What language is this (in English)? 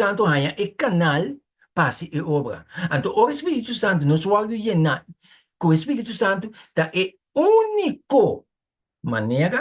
Papiamento